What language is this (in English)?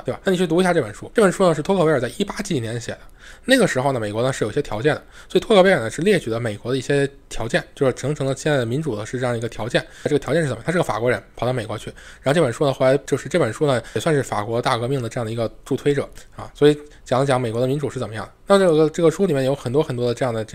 Chinese